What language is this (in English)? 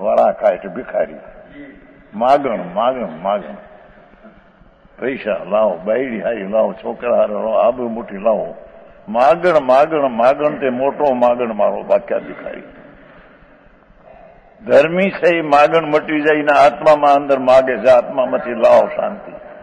Gujarati